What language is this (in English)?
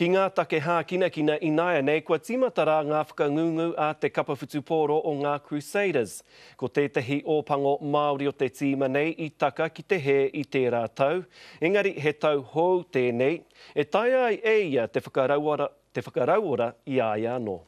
Māori